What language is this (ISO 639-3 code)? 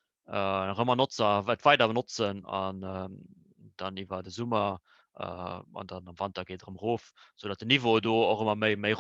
ltz